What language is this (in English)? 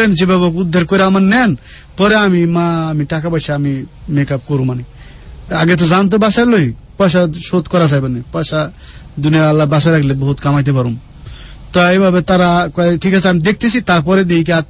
Bangla